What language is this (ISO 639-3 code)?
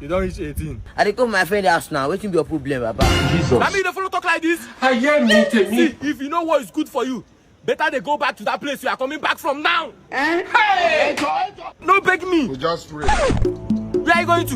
pcm